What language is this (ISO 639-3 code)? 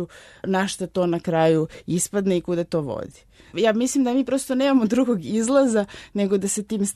srp